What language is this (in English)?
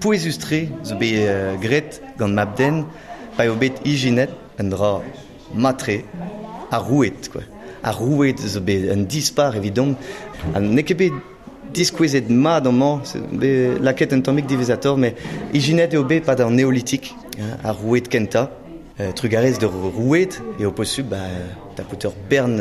Breton